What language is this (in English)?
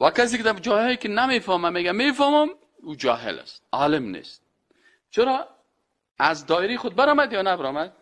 Persian